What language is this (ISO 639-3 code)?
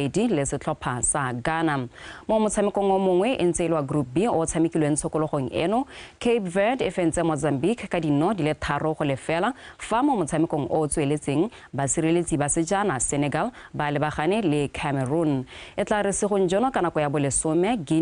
tsn